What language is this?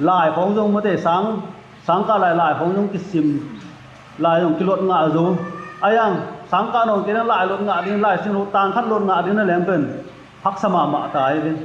Tedim Chin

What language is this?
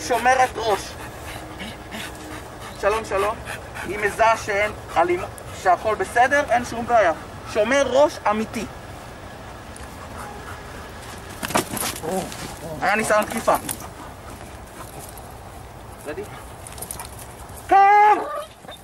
Hebrew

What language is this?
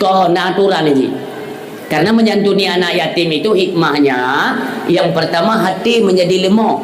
Achinese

